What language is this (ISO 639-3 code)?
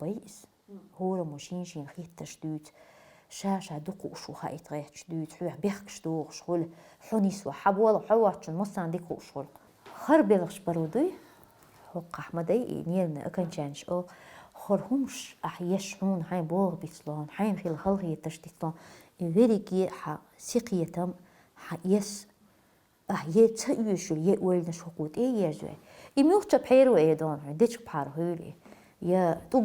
che